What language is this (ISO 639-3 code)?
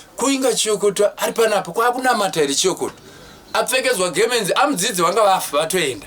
sna